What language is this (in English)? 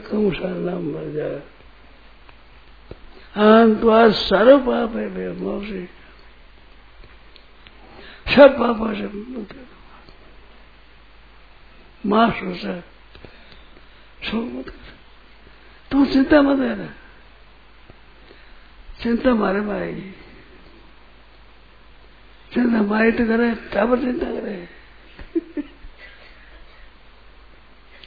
Hindi